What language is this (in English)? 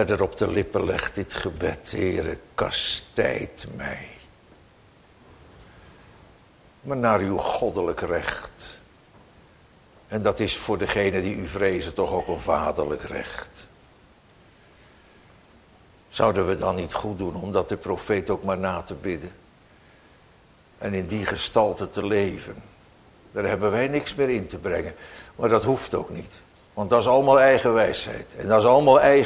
Dutch